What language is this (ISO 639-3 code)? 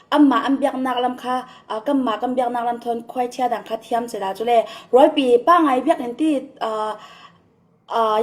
cfm